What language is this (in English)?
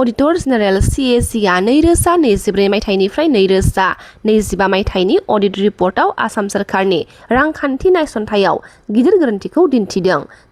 Bodo